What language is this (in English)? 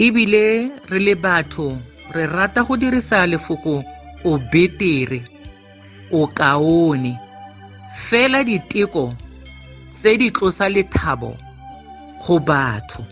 Tswana